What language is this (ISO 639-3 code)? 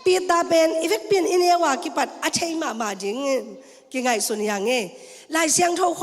ctd